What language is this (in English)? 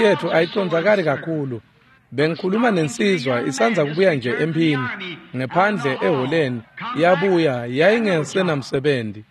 Swati